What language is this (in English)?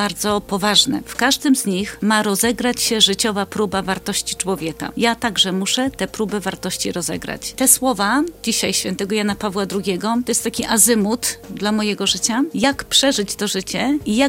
Polish